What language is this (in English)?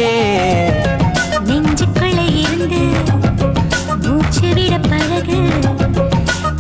Tamil